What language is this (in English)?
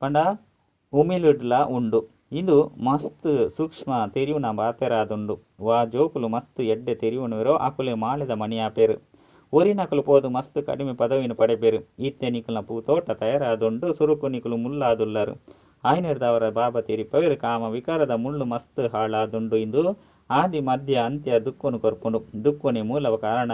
Tulu